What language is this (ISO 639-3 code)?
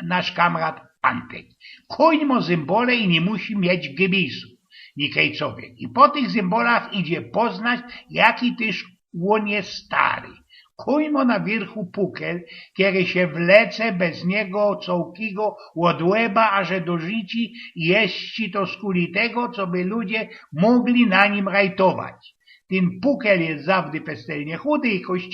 szl